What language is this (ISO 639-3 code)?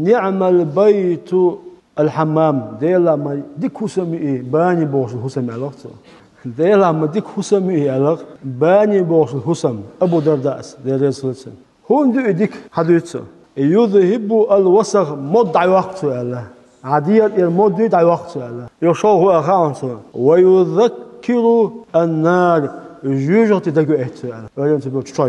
che